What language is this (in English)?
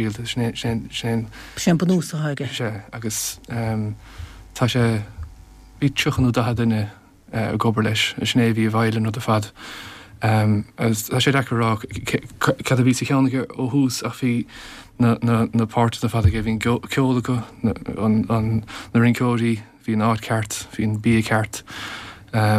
Irish